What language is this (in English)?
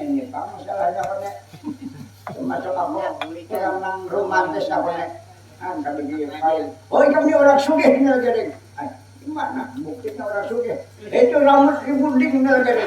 Banjar